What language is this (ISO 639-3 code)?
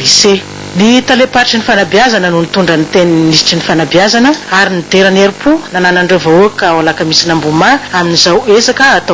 mlg